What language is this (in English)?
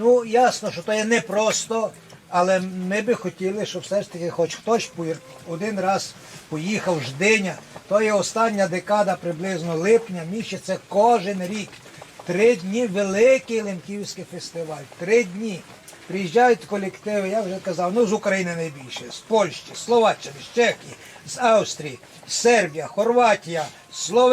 Rusyn